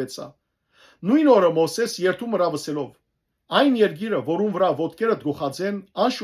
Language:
Western Armenian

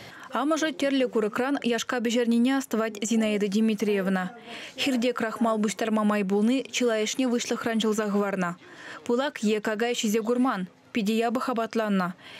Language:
Chuvash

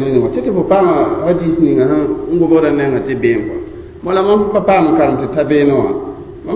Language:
Mossi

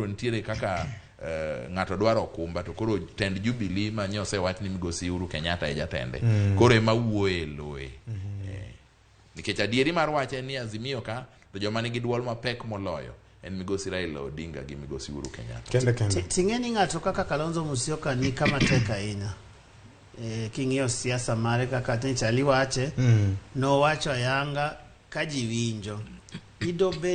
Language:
Luo (Kenya and Tanzania)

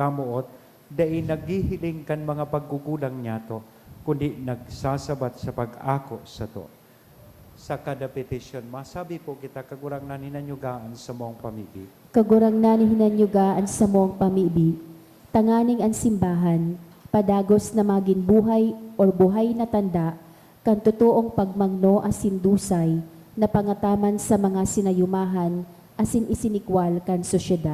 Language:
Bikol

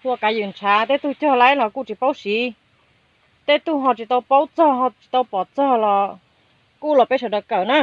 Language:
Hmong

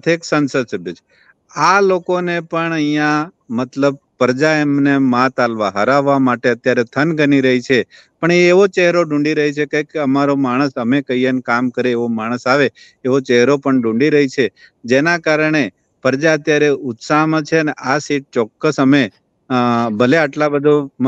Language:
Gujarati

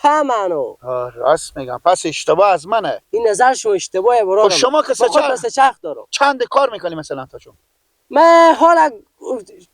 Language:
Persian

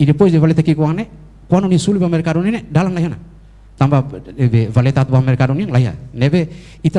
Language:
Tetum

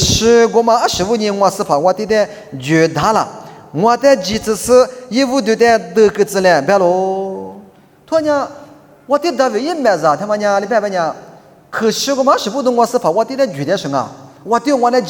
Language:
Lisu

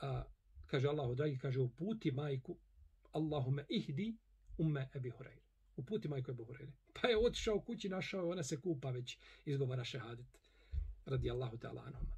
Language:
Bosnian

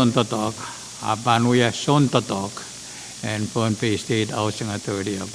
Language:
Pohnpeian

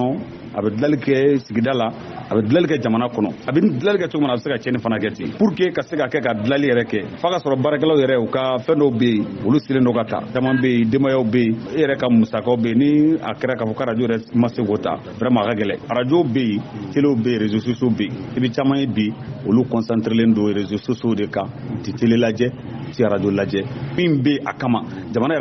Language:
Bambara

